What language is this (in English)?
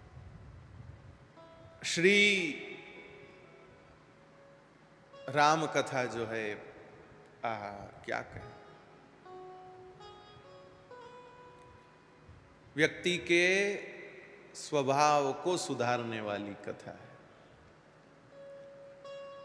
Hindi